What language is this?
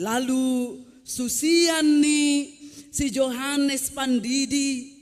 Batak Simalungun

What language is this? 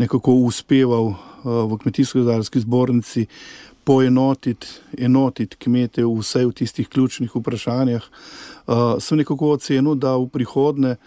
Slovenian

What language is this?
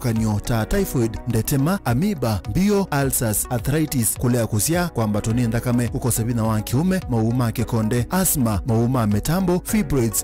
Kamba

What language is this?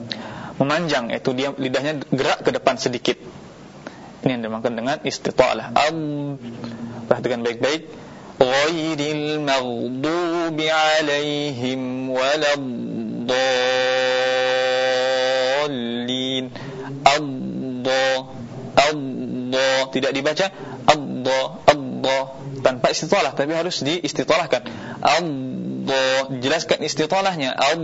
Indonesian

